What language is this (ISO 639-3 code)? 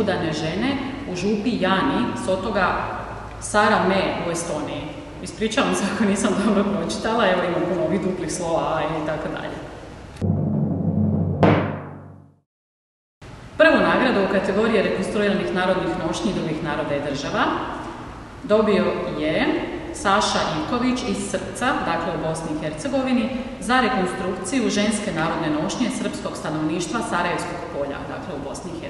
hrv